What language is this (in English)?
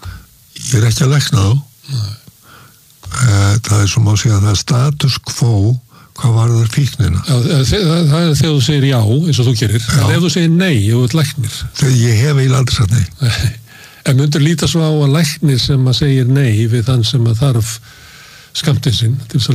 Icelandic